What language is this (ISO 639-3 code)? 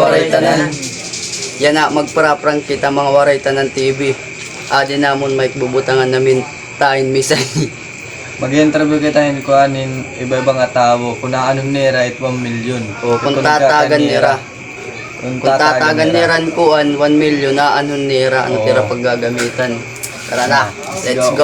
war